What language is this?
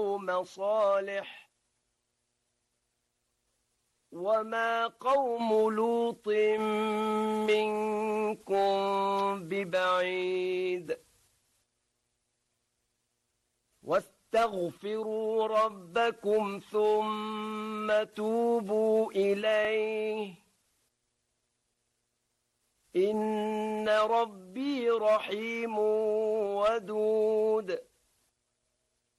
Arabic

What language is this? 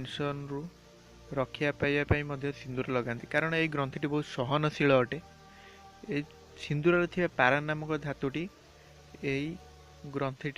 Odia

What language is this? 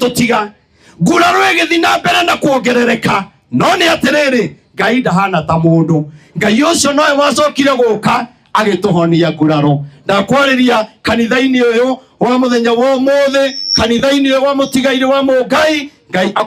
Kikuyu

